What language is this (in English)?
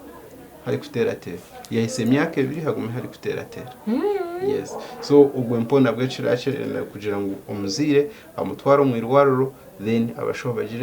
Nyankole